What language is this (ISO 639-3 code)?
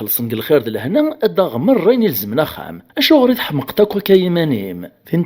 kab